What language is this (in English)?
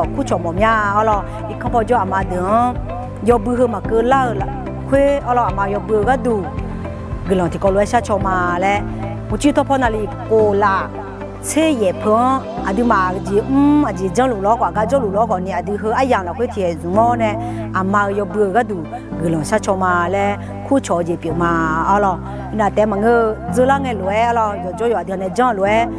Akha